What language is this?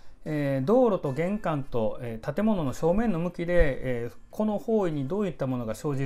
Japanese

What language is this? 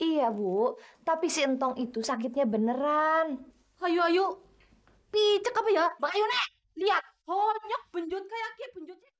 Betawi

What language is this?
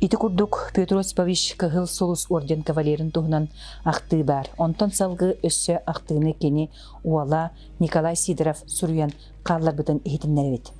Yakut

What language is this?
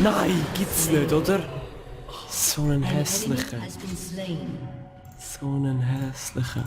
Swiss German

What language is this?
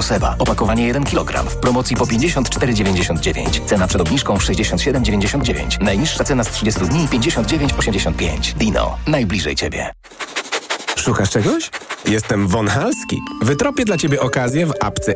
Polish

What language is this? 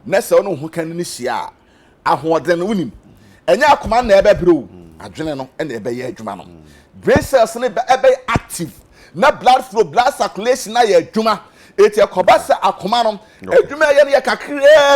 Akan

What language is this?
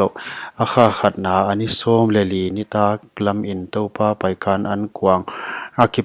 Paite Chin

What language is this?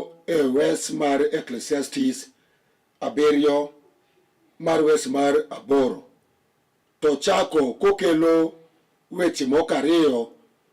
Luo (Kenya and Tanzania)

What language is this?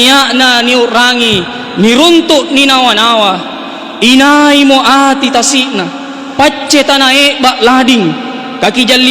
Makasar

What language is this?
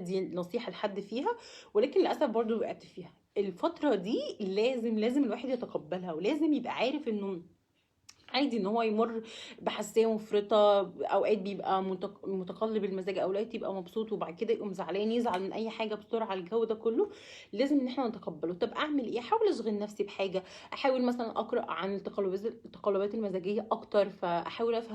Egyptian Arabic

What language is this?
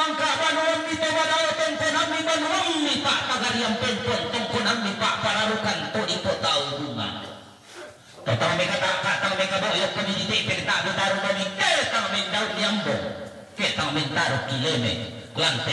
Toraja-Sa'dan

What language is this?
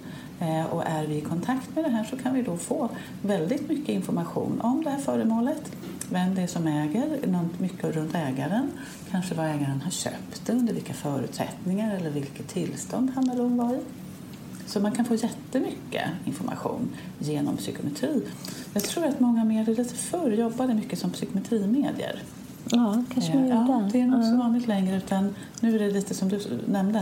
Swedish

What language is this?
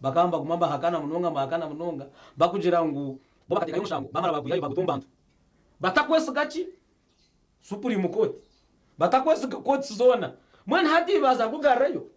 Nyankole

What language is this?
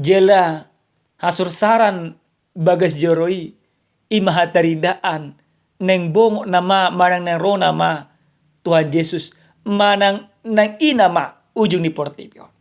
Batak Toba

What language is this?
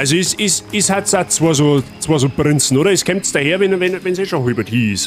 Bavarian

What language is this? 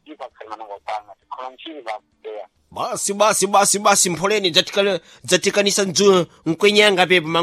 Sena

